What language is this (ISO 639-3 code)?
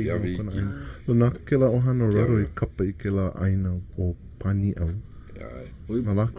haw